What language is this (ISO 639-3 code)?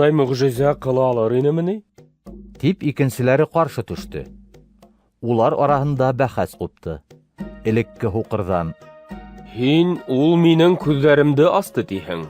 bak